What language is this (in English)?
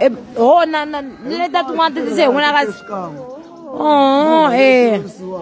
Tsonga